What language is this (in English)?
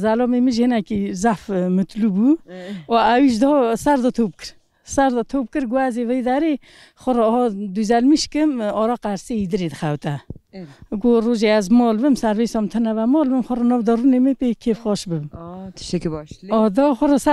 Kurdish